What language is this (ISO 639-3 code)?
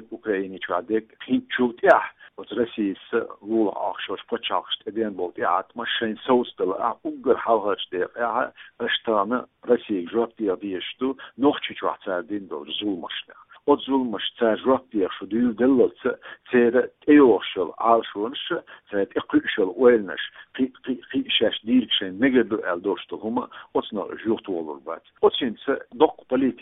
che